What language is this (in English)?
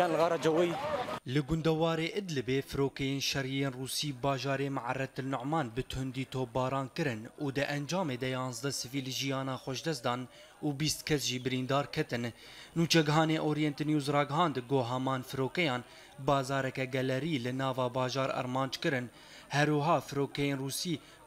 Kurdish